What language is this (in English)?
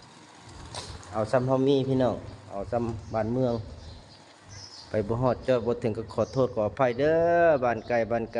Lao